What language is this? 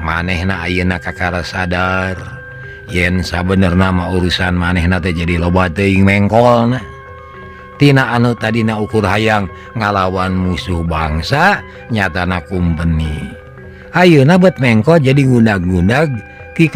Sundanese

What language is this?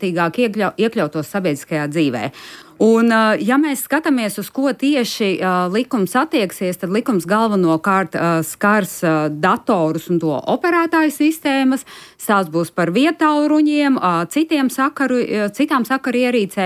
Latvian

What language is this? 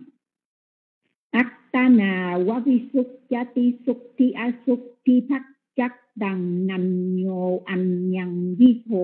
Vietnamese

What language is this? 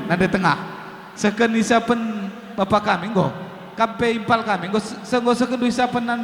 Batak Karo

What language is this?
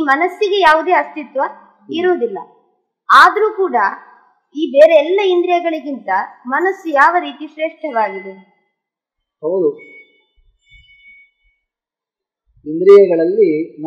Kannada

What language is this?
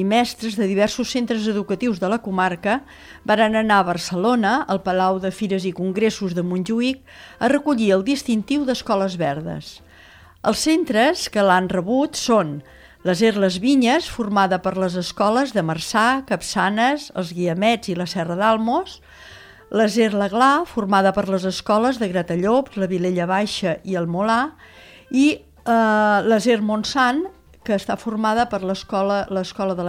Catalan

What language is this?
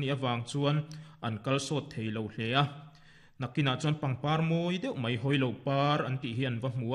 Mizo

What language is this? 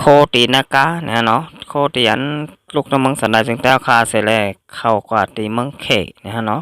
Shan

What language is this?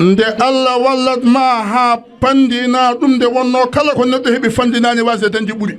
Fula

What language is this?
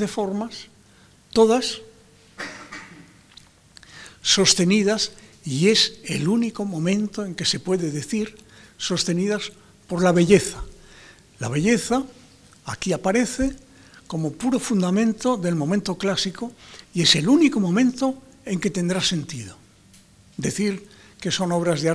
Spanish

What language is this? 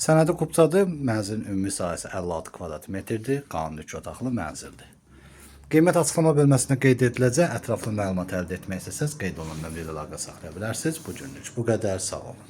Azerbaijani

